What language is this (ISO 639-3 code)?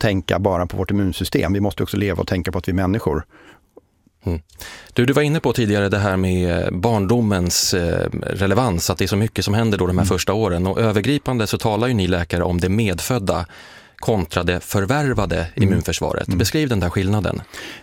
swe